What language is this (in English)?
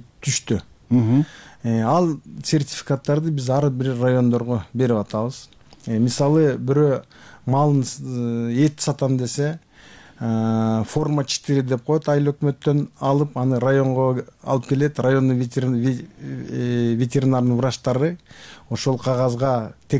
Kyrgyz